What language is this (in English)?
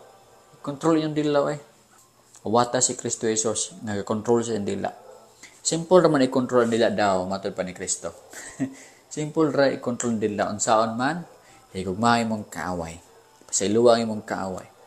Cebuano